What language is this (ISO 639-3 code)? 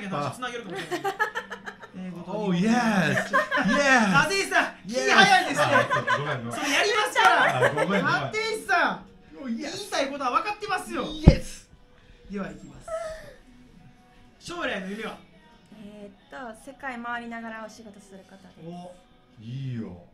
jpn